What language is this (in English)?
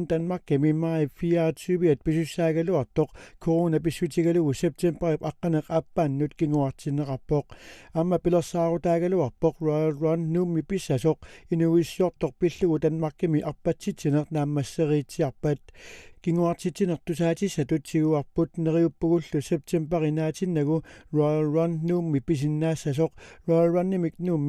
Kalaallisut